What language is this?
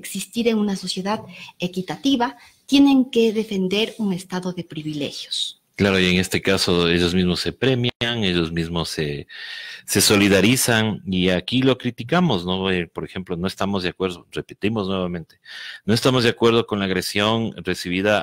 Spanish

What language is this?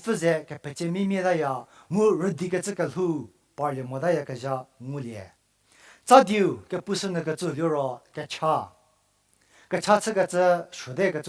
Angami Naga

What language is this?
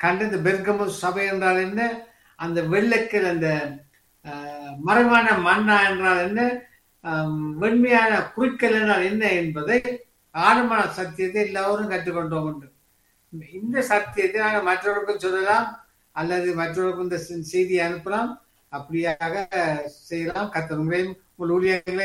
Tamil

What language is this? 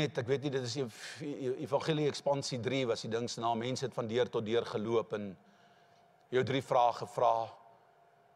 Afrikaans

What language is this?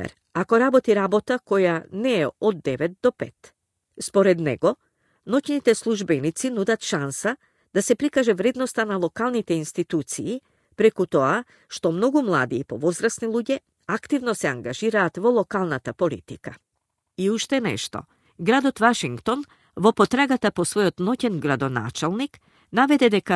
Macedonian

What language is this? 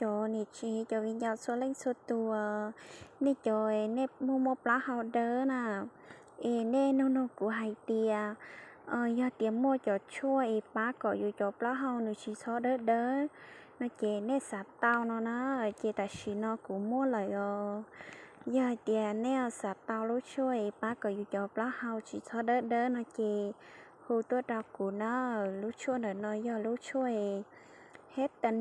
Hmong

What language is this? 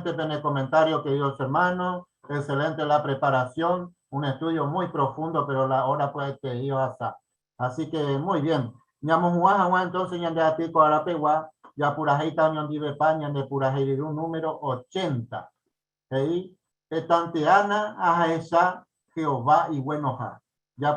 Guarani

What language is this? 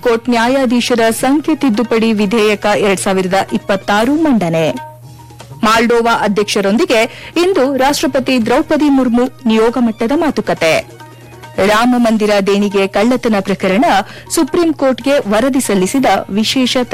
Kannada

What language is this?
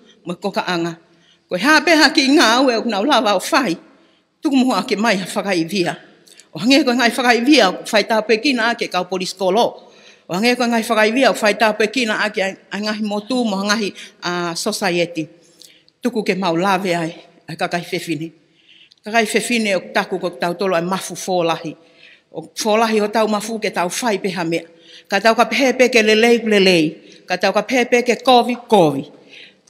Tongan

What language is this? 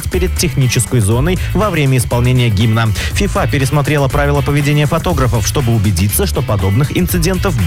Russian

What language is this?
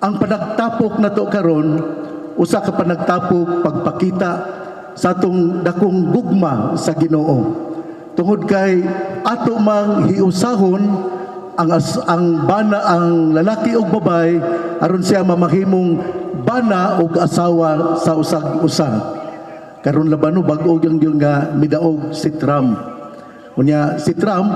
Cebuano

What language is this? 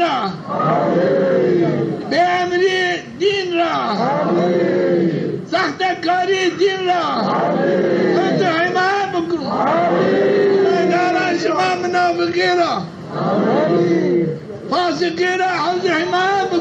Zaza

